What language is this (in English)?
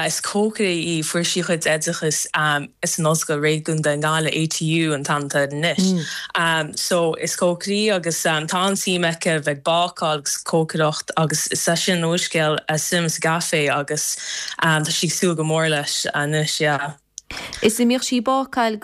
Irish